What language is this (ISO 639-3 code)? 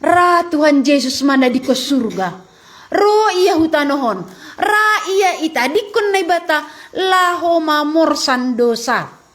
bts